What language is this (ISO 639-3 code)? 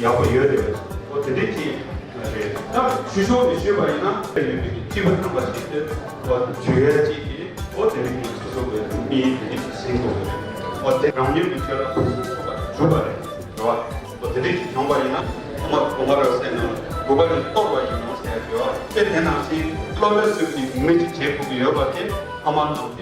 bod